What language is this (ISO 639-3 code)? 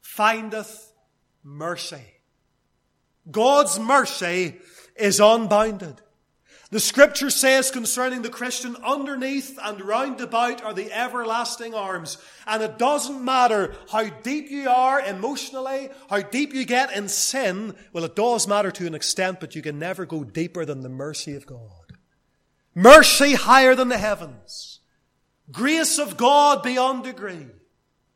eng